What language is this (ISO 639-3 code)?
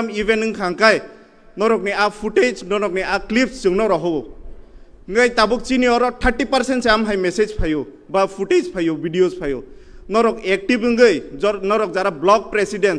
trp